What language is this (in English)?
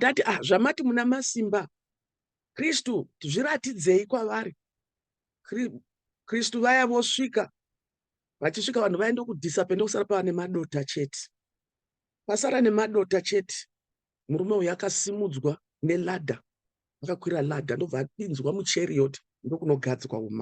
Shona